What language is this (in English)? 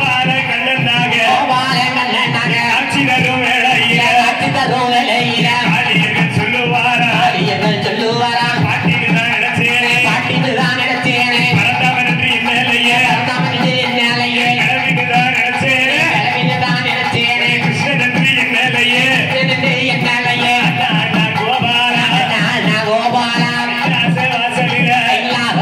Tamil